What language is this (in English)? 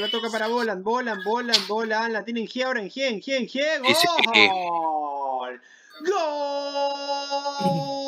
Spanish